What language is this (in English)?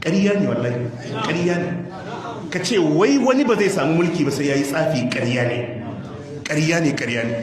Hausa